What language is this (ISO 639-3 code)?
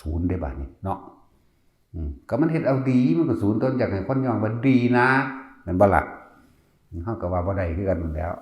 tts